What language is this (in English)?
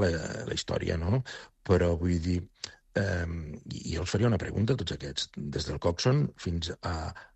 Catalan